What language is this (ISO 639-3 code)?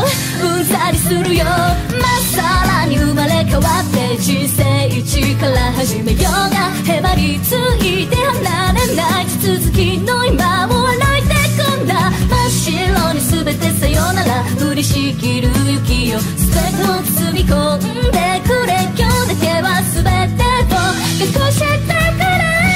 jpn